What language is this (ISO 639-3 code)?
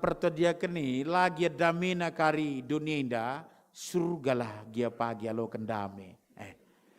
btx